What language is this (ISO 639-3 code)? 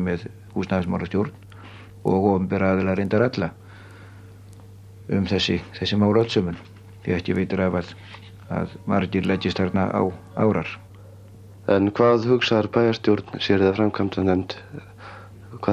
isl